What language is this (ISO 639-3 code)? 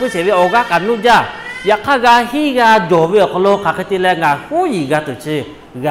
lhu